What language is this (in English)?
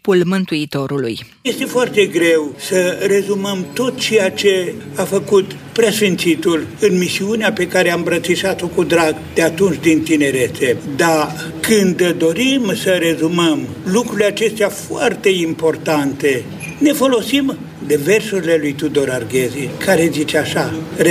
Romanian